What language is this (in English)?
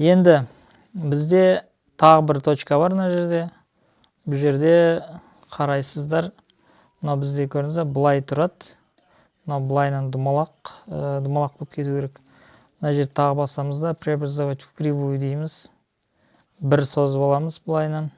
Kazakh